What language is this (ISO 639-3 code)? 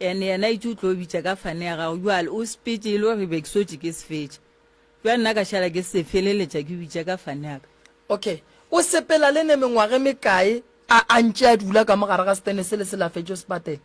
nso